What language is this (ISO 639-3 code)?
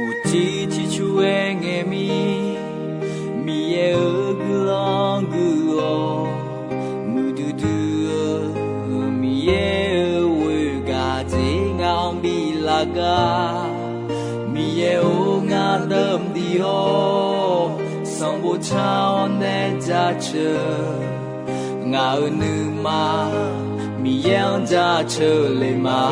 ahk